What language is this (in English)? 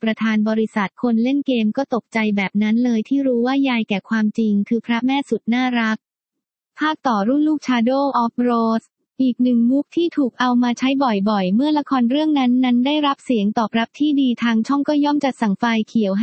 Thai